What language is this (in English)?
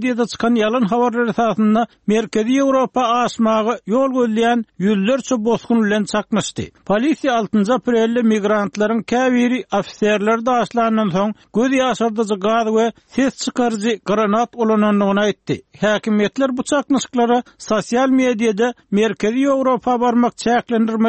Turkmen